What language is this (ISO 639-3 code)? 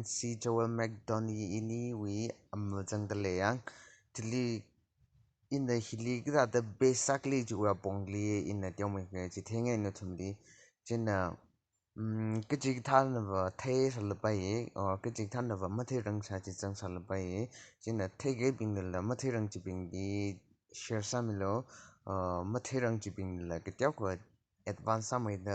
nmf